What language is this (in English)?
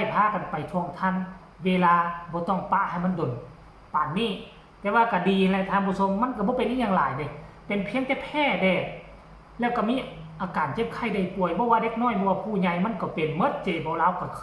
Northeastern Thai